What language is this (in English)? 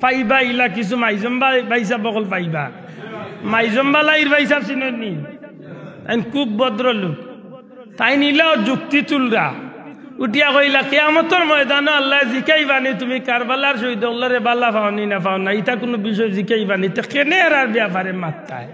Sylheti